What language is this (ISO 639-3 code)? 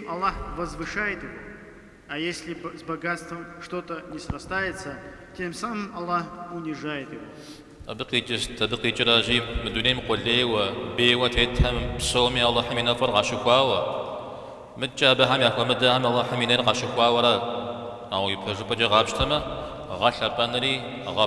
kbd